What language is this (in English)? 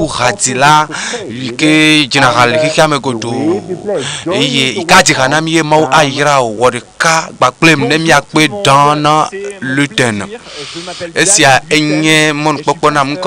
Ewe